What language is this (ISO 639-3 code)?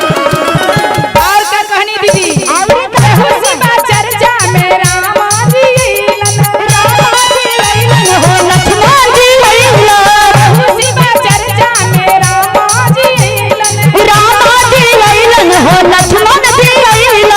mag